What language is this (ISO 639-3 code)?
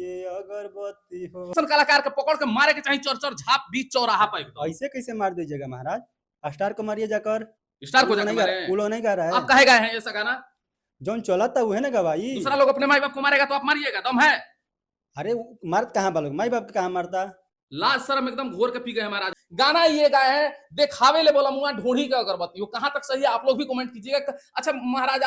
bho